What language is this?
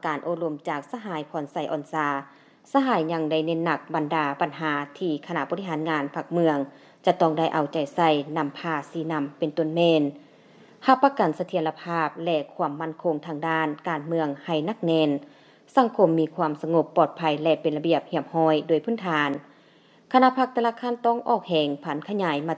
Lao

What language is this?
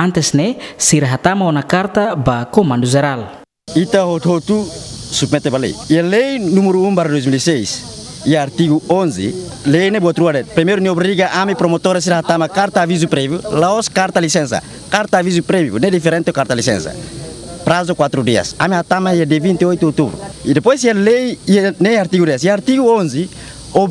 Tetum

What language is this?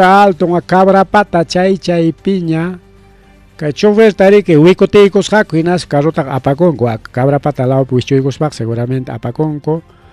Ayacucho Quechua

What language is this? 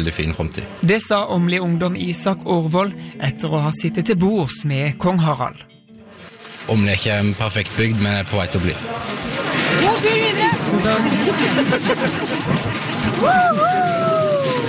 Norwegian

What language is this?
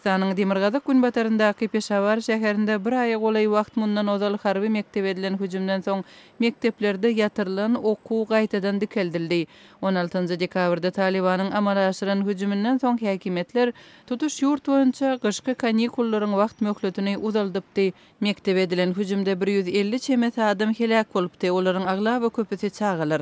Turkmen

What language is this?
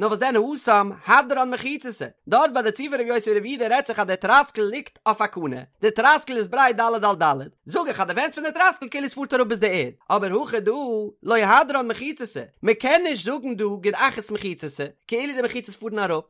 Yiddish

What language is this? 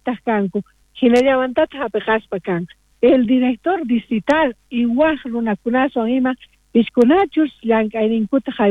South Bolivian Quechua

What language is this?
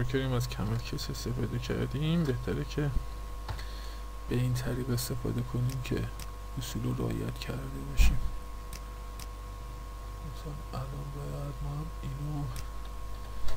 Persian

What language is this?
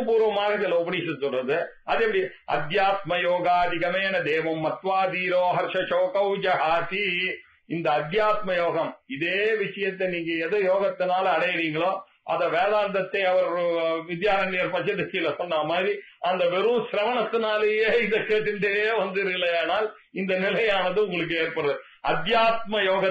Tamil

